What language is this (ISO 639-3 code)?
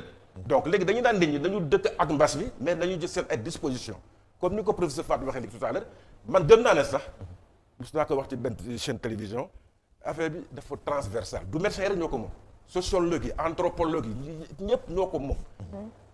wol